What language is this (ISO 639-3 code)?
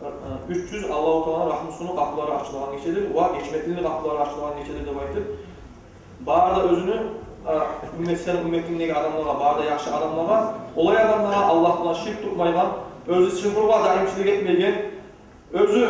kum